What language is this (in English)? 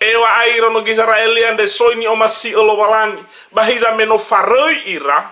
Nias